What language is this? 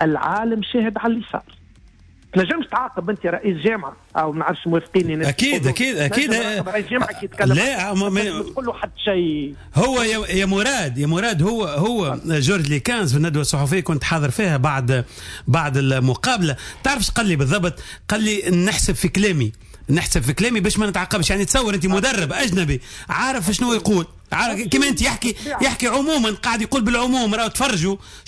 Tunisian Arabic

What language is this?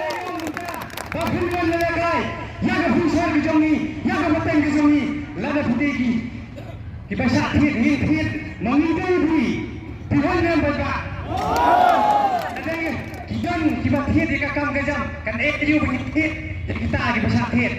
Khasi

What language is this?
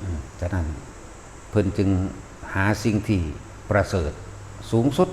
Northeastern Thai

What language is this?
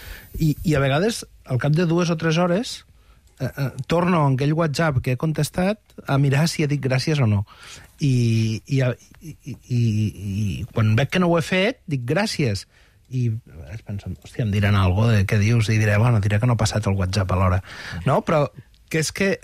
Catalan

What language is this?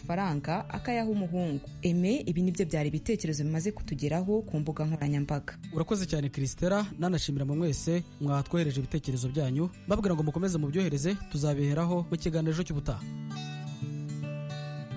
Kinyarwanda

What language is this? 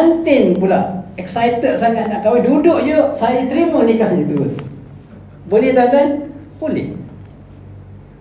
Malay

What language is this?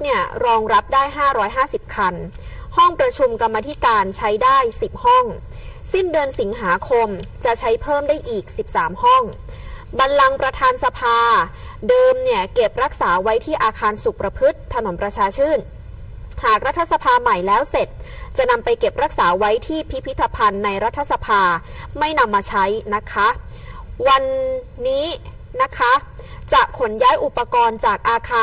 Thai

